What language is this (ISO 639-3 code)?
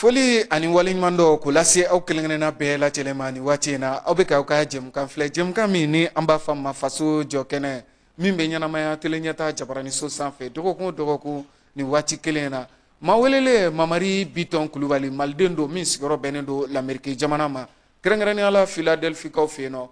bam